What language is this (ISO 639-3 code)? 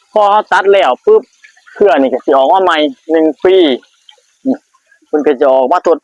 tts